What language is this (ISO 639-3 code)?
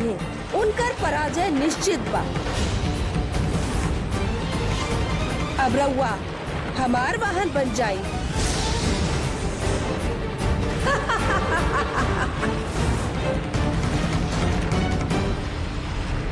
bho